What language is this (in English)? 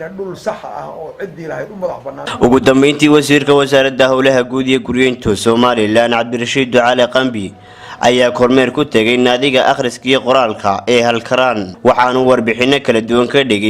Somali